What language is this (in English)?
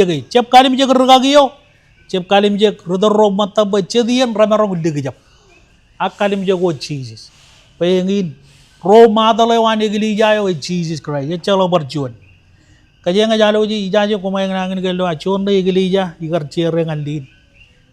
Marshallese